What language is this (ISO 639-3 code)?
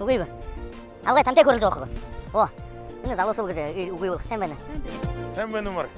bua